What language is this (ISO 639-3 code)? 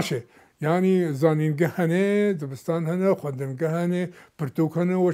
kur